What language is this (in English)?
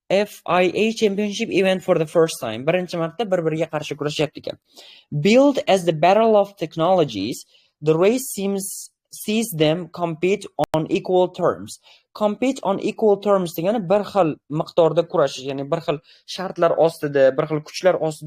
Uzbek